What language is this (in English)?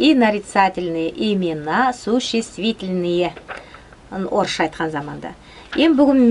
Nogai